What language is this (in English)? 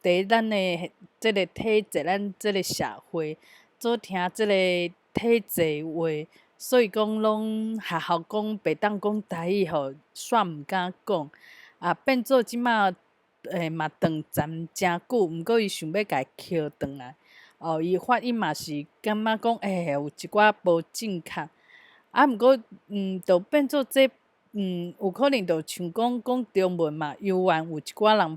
Min Nan Chinese